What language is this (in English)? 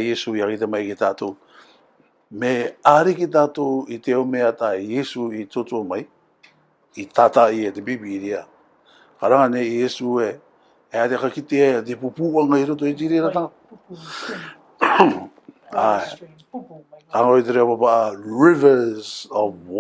Rarotongan